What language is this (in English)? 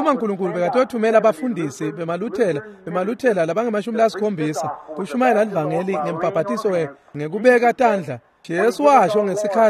Swati